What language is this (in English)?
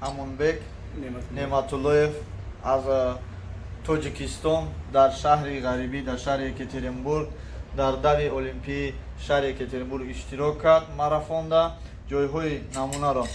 Tajik